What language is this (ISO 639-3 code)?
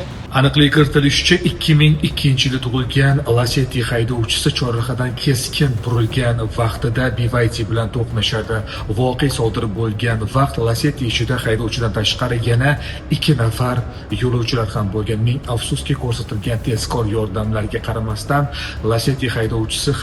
uzb